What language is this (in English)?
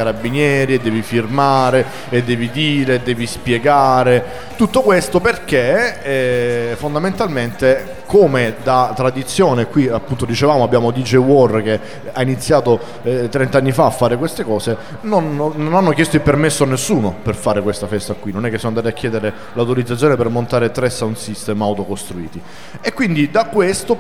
Italian